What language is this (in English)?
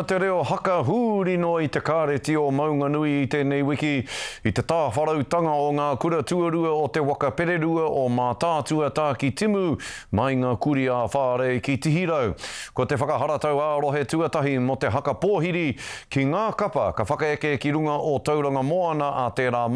Māori